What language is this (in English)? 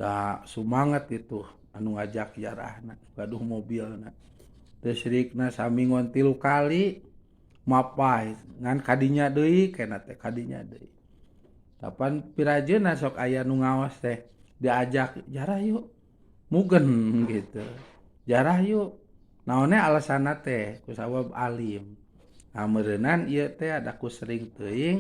Sundanese